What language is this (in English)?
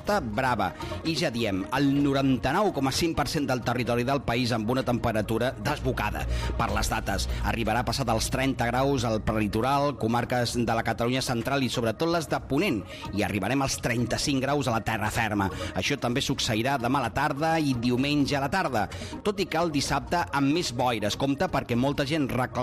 Catalan